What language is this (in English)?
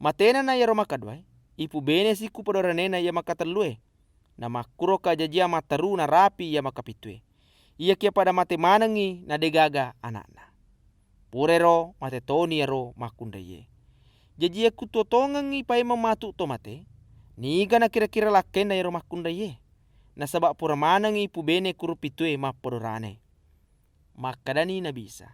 Buginese